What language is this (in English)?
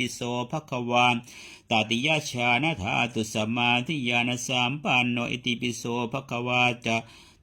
Pali